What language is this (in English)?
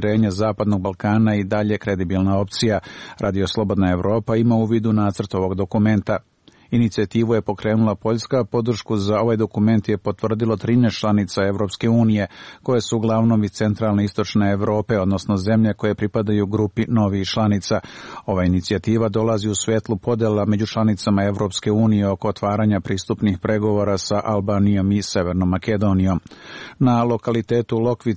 Serbian